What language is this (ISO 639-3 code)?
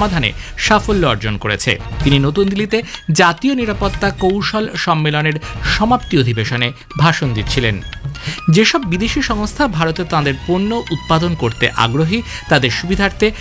ben